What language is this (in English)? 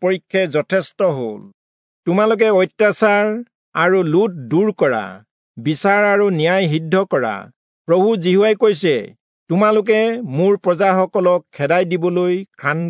Assamese